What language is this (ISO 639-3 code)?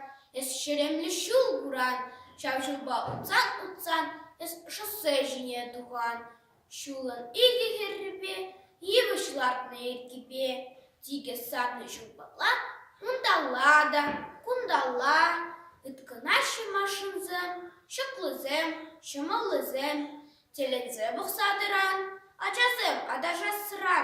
chv